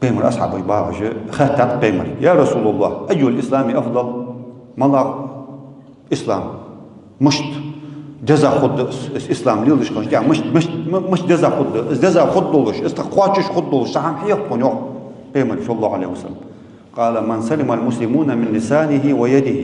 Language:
Ingush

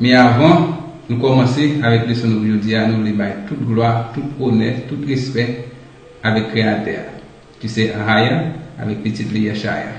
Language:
Haitian Creole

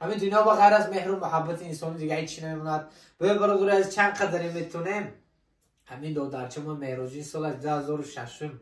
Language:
Tajik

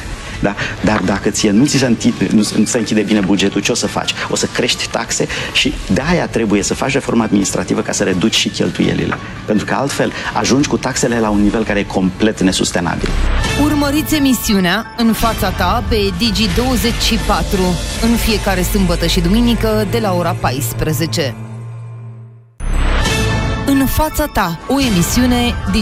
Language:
Romanian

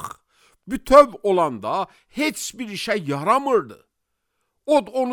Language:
Azerbaijani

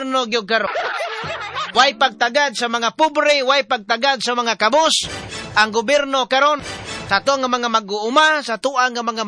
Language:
Cebuano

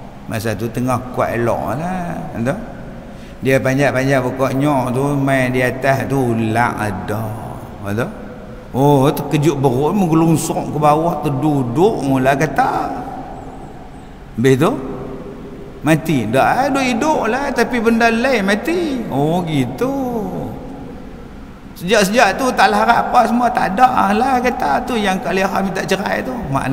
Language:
Malay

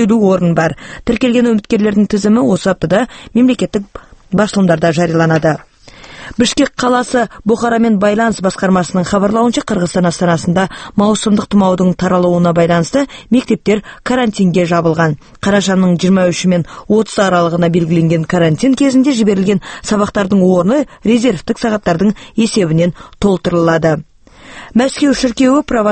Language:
Kazakh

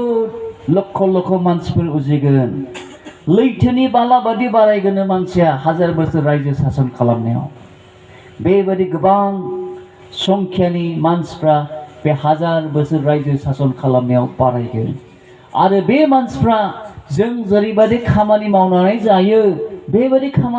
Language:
Bodo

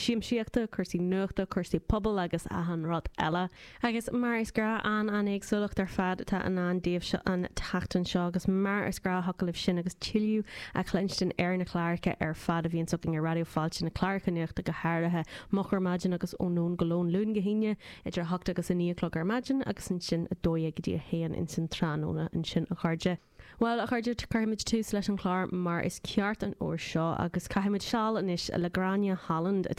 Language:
Irish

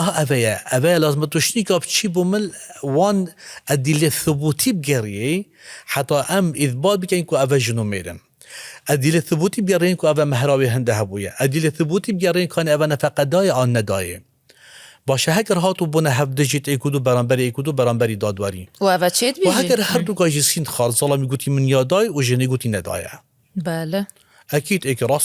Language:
Kurdish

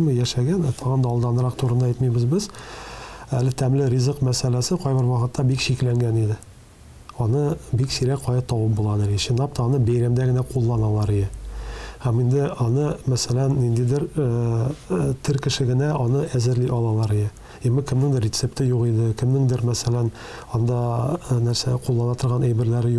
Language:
Tatar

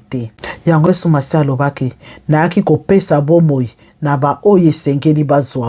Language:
Lingala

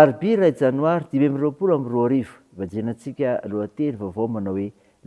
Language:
Malagasy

